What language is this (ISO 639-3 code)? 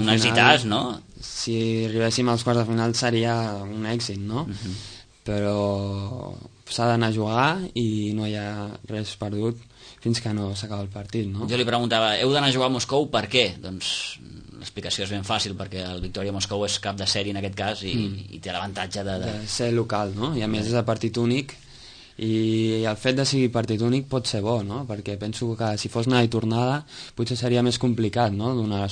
cat